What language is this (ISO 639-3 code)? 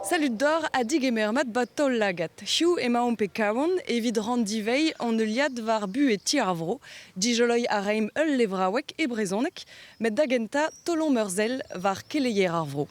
bre